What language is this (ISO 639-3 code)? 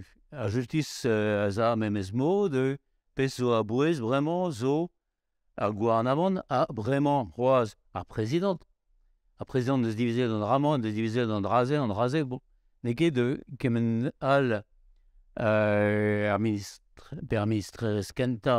bre